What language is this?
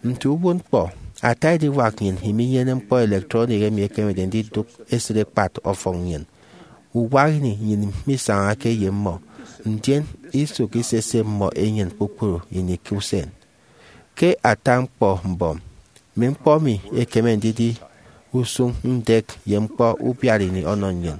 Efik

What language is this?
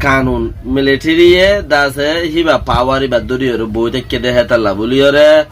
Rohingya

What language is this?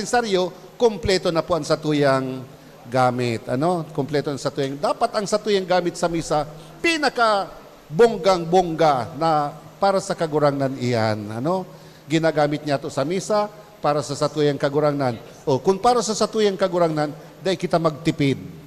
Bikol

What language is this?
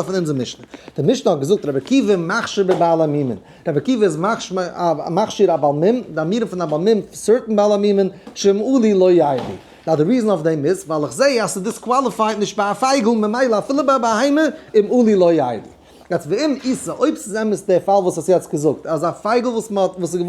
Yiddish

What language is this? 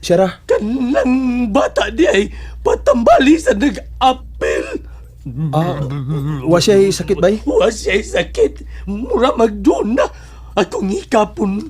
Cebuano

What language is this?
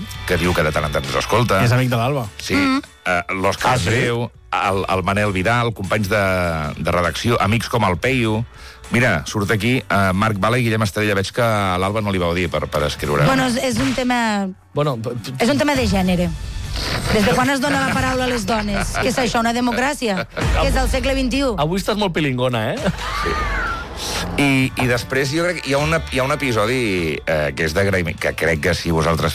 Catalan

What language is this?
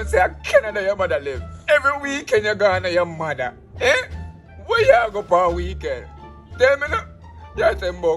Jamaican Creole English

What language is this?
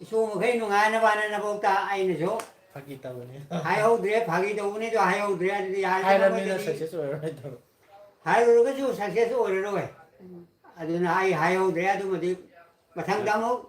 Manipuri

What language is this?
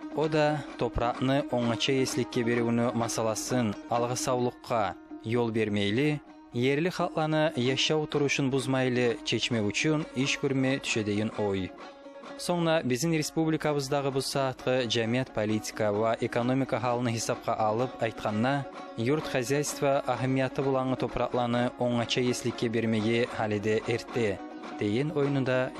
Kumyk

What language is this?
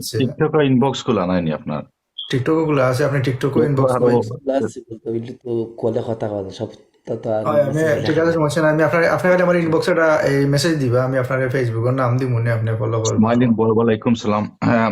Sylheti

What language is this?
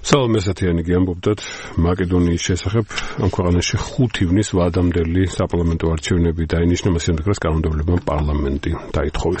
Georgian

